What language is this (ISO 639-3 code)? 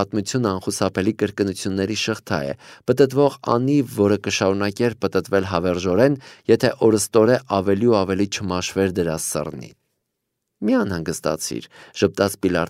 hye